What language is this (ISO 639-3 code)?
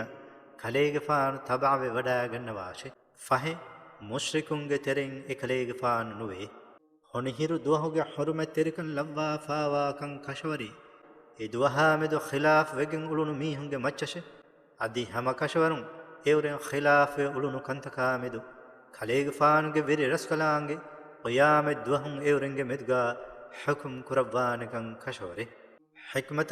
div